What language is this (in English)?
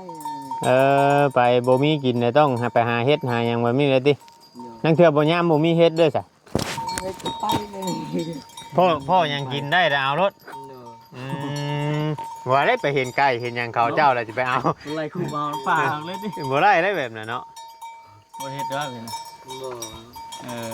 Northeastern Thai